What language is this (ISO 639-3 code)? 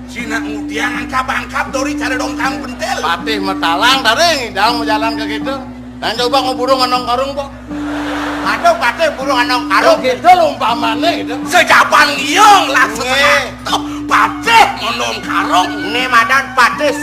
ban